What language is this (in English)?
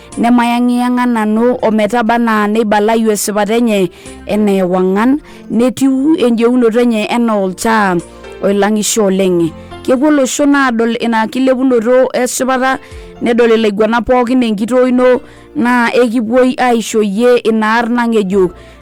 Masai